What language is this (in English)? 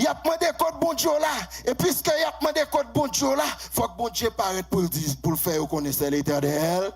Haitian Creole